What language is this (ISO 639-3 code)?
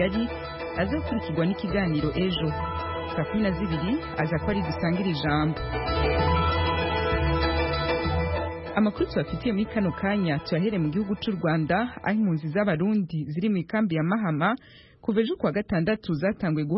kin